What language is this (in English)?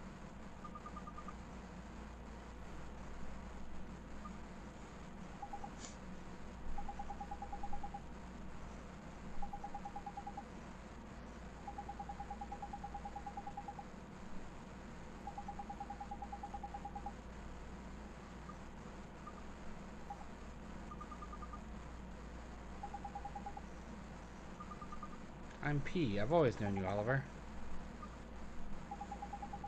English